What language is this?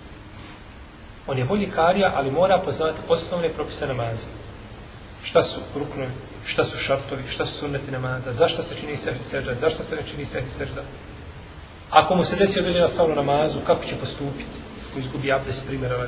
Bosnian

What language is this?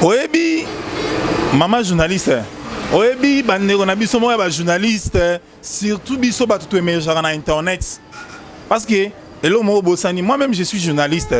Lingala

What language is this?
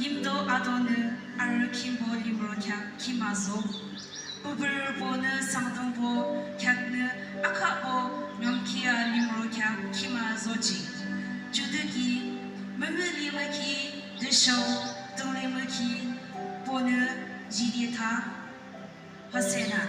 Yimchungru Naga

